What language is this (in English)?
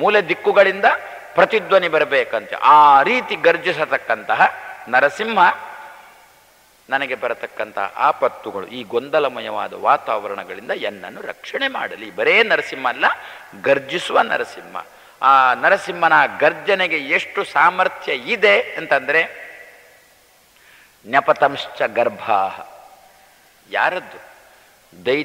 Kannada